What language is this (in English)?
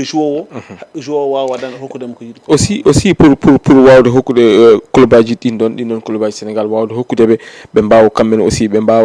Fula